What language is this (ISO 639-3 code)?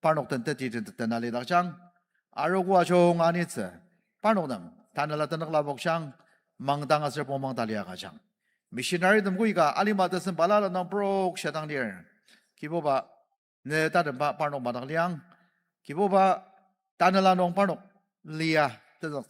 njo